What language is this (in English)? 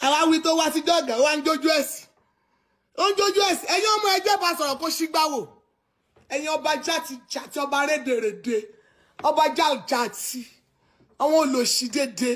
Yoruba